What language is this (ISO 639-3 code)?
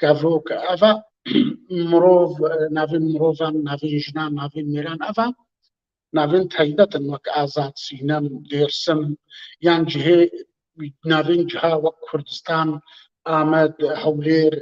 kur